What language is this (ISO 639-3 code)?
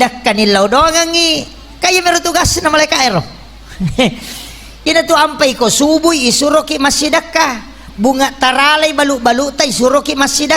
bug